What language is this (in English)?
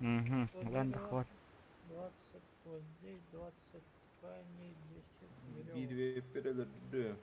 Yakut